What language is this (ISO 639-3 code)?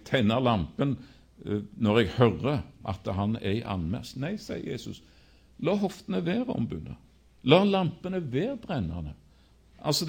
nor